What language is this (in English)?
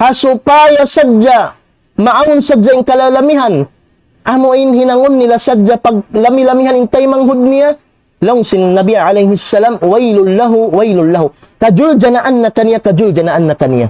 Tausug